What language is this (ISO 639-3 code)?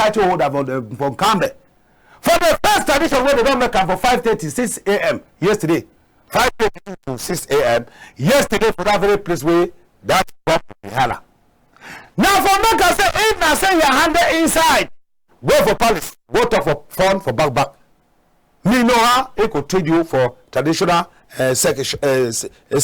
wes